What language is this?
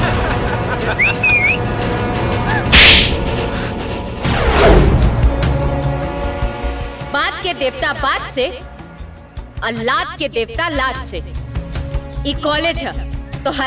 Bhojpuri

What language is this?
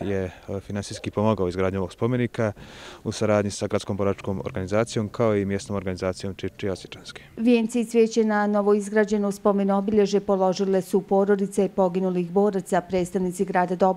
Bosnian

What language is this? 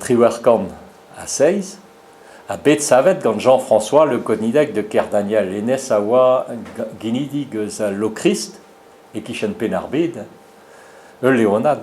Breton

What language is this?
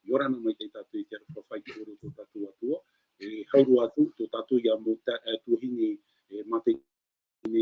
Tahitian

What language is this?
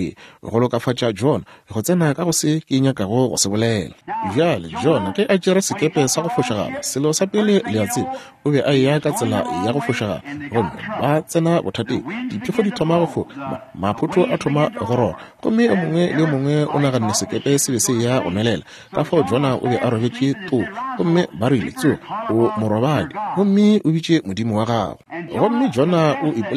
Northern Sotho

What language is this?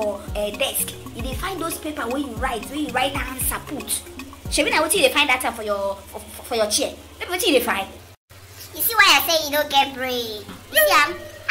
Nigerian Pidgin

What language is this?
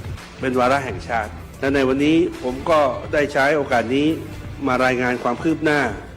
Lahu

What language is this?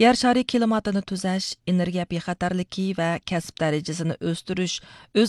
Uyghur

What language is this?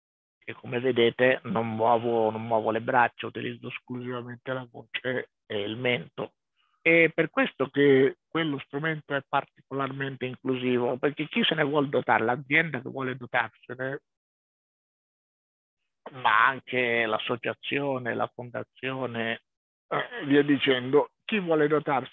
Italian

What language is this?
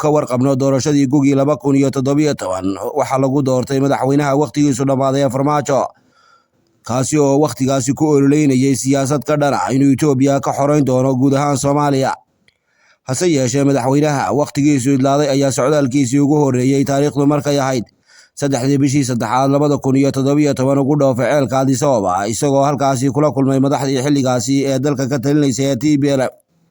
Somali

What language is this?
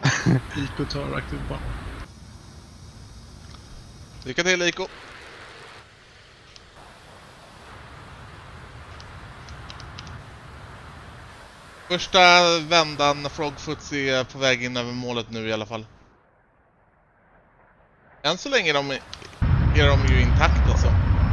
Swedish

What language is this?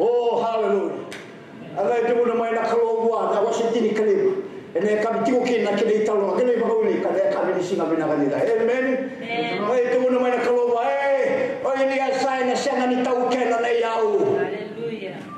Fijian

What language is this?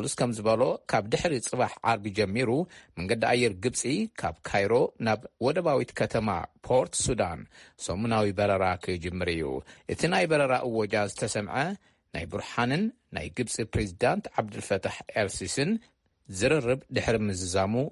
Tigrinya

